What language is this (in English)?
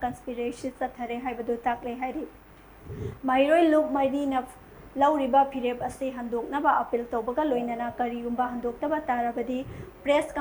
Manipuri